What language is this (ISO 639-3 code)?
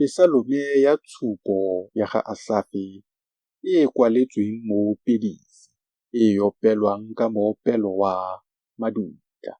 tsn